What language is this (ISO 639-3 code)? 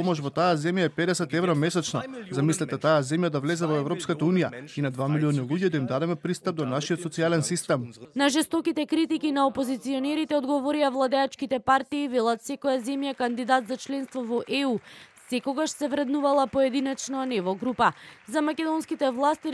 mkd